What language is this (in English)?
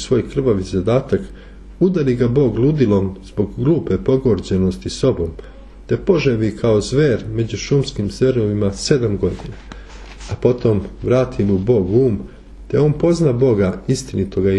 Serbian